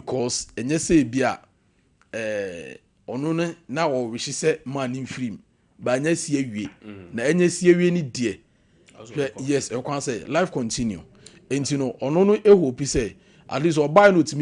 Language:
Akan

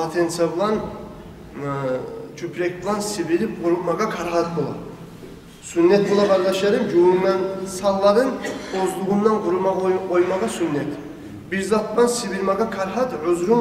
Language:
Kumyk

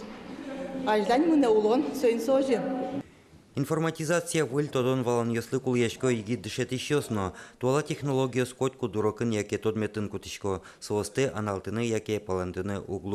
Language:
Udmurt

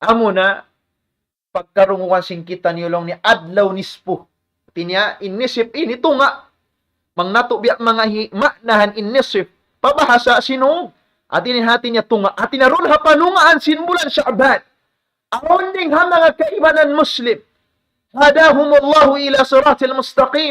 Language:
Tausug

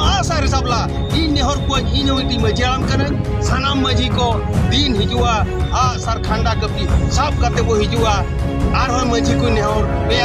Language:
Santali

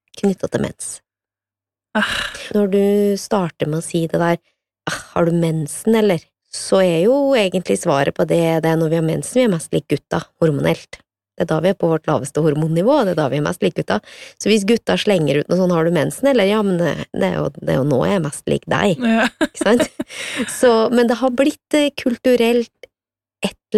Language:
Norwegian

